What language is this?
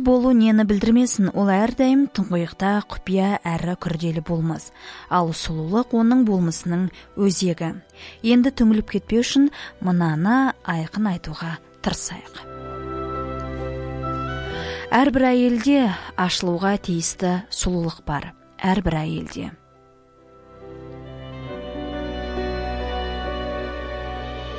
Kazakh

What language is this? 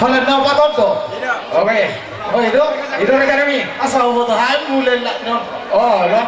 Batak Toba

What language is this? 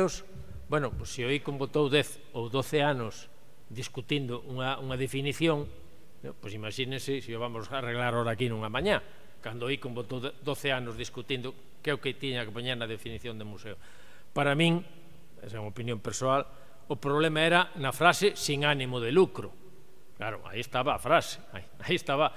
Galician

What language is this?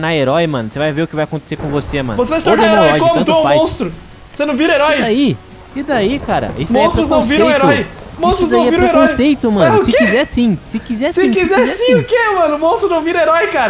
Portuguese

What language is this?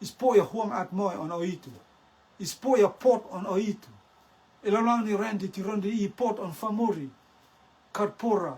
Rotuman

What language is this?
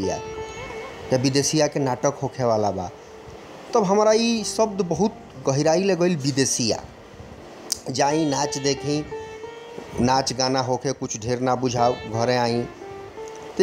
Bhojpuri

